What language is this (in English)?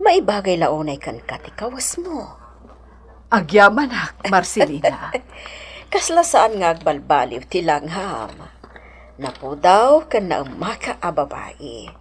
Iloko